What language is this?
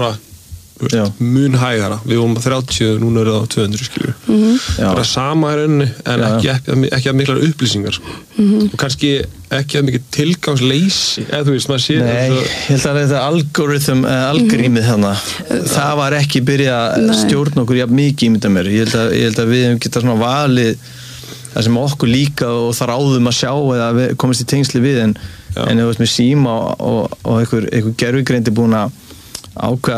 Icelandic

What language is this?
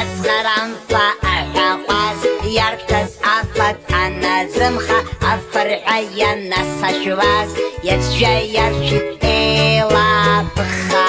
Abkhazian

